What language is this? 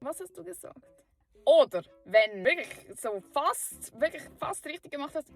Swiss German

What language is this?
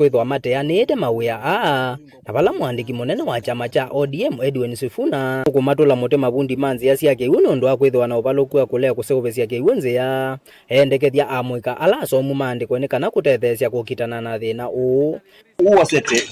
Kamba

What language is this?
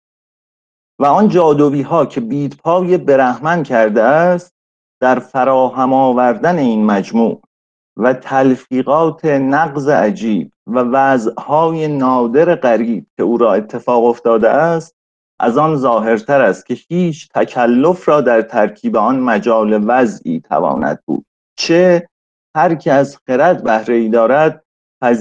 Persian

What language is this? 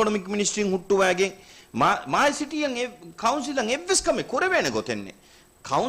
Divehi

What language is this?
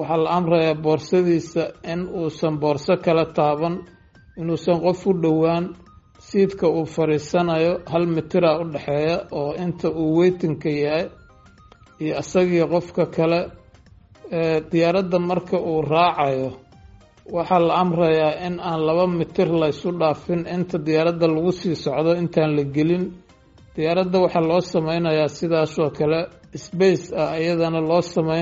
Somali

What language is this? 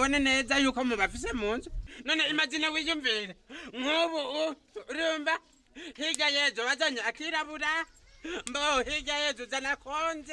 Rundi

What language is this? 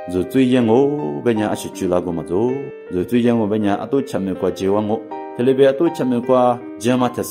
Lisu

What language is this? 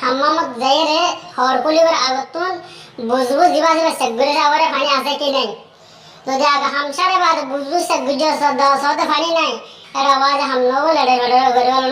Rohingya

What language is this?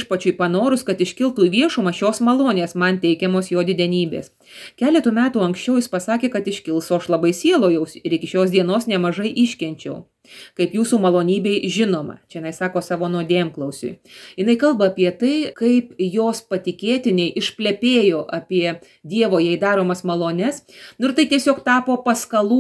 Lithuanian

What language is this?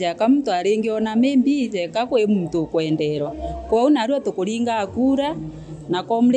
Meru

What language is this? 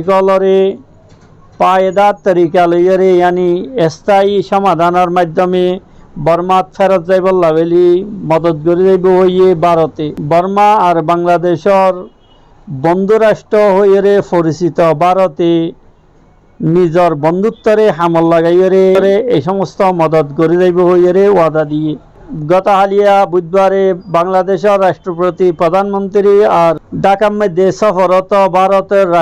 Rohingya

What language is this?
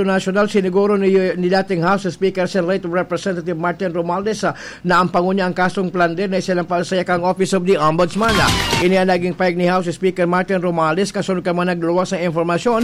Bikol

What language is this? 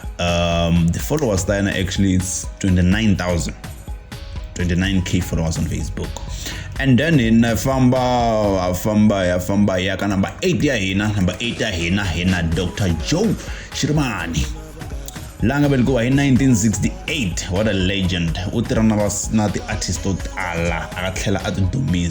Tsonga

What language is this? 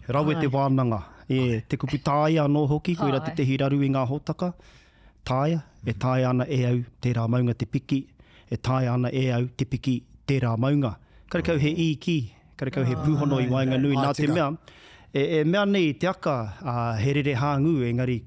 Māori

